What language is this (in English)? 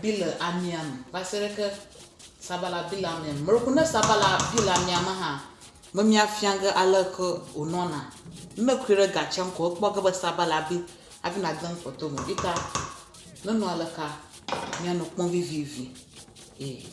Ewe